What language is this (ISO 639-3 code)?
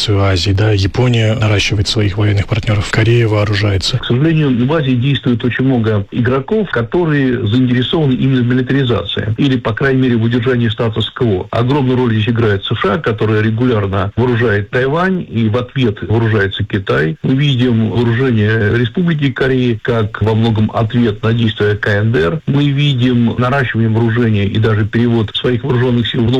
rus